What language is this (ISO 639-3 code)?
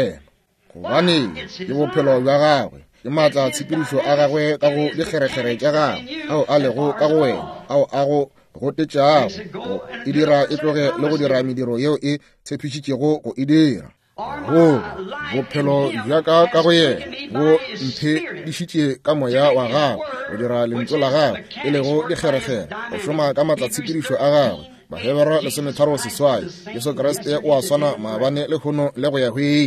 nso